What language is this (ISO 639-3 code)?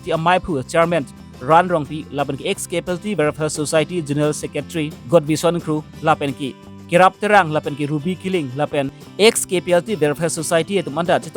mjw